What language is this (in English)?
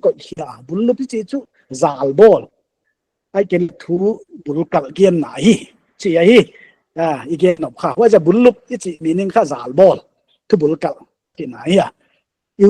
Paite Chin